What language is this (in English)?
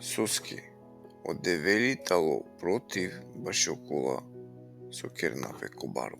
Balkan Romani